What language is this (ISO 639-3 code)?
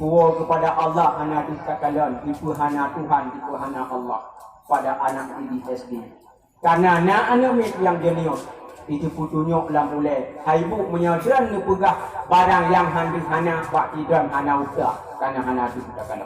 ace